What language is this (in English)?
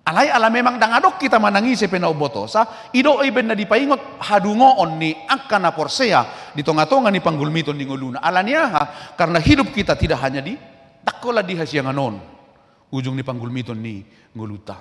Batak Toba